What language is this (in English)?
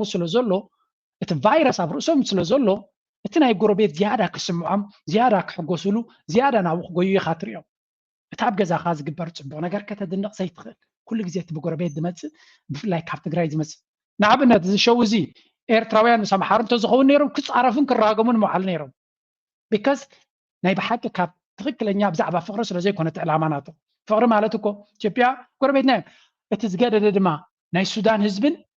Tigrinya